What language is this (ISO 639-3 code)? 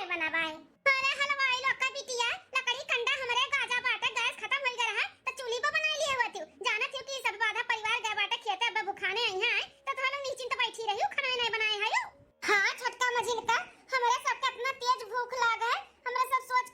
awa